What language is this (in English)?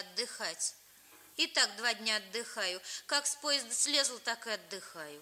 Russian